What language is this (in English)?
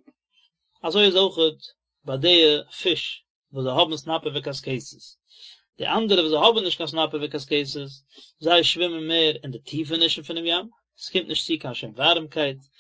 Yiddish